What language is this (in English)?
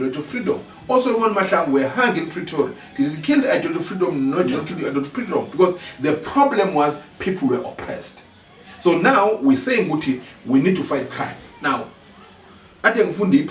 Zulu